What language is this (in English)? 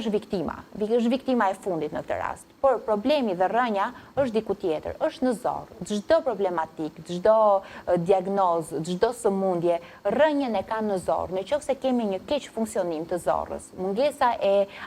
Albanian